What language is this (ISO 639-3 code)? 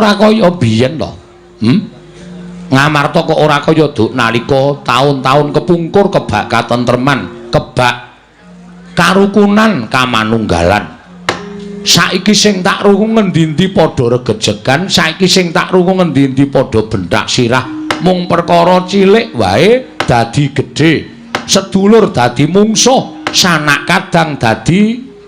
jav